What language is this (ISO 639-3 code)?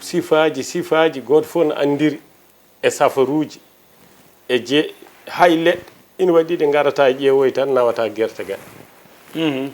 ful